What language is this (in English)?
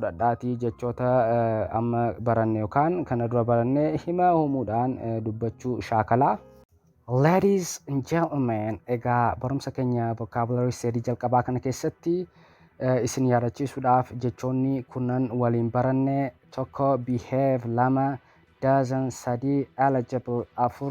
Oromo